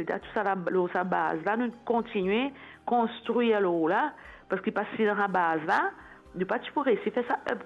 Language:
Morisyen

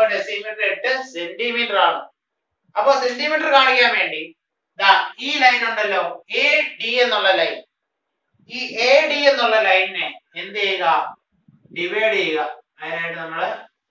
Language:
Malayalam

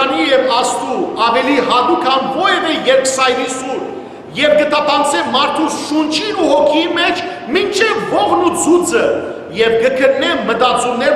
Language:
Western Armenian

